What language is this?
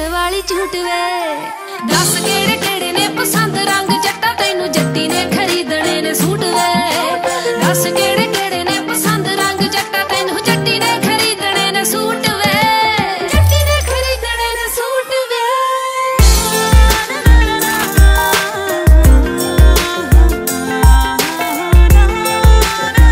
Punjabi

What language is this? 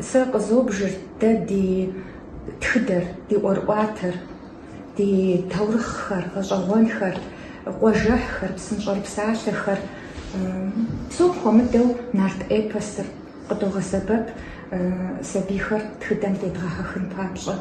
Kabardian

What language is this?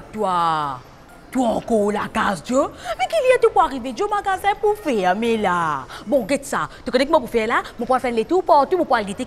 Morisyen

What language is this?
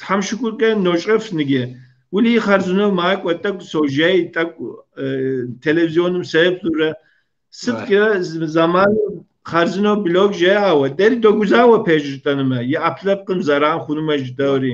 Kabardian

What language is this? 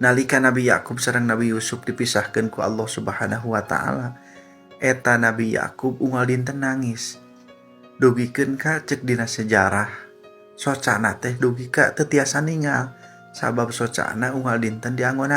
Sundanese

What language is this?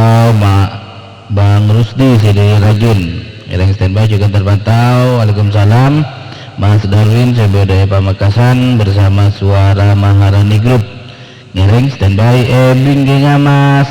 Madurese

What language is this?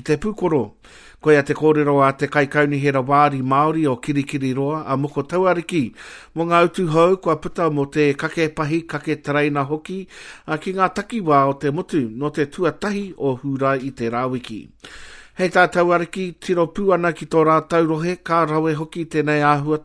Māori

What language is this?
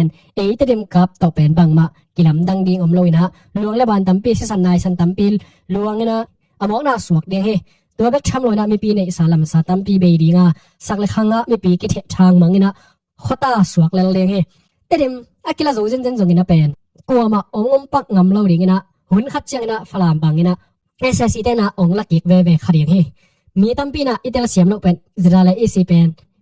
Tedim Chin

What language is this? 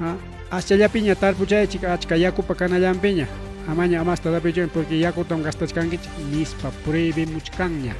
Ayacucho Quechua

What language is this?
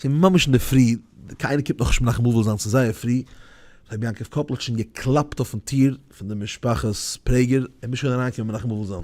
Yiddish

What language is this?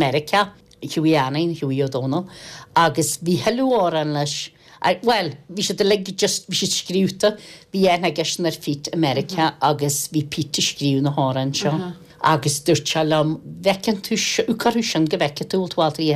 Irish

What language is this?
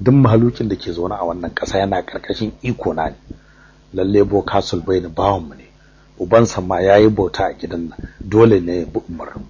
Hausa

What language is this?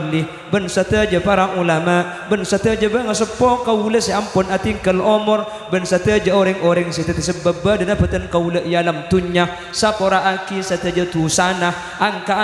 Madurese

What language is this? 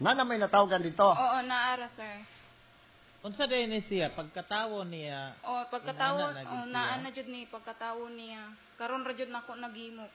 Cebuano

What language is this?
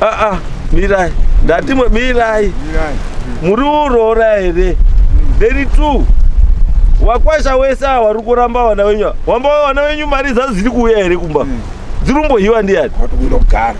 Shona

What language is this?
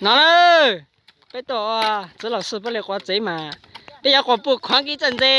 Hmong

